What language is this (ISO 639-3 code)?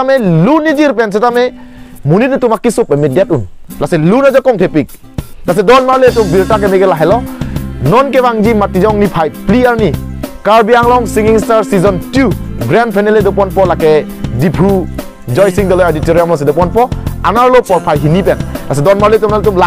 mjw